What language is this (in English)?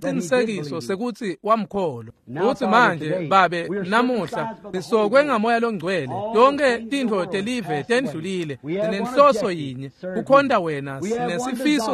Swati